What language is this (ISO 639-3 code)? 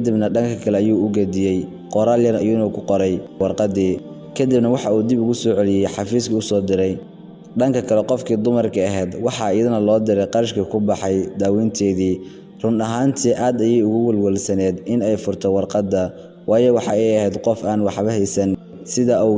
som